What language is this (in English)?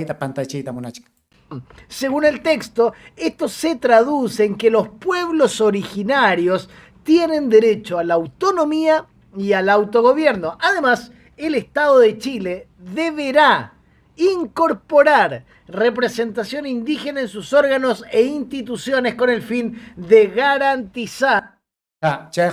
Ayacucho Quechua